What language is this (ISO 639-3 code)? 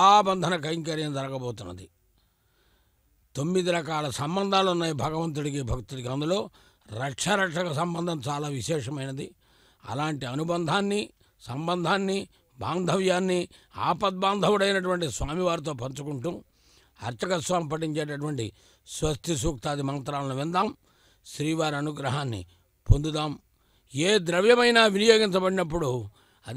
tel